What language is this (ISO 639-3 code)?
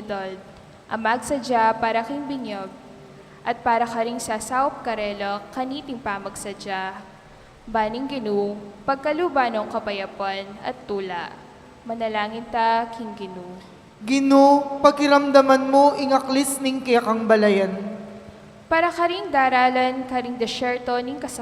pam